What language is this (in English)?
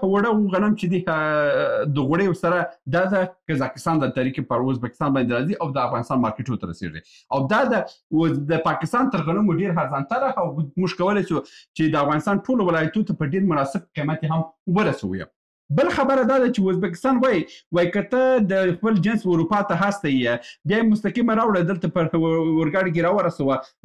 Pashto